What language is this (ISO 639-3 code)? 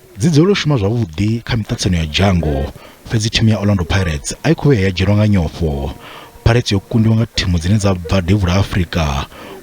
ven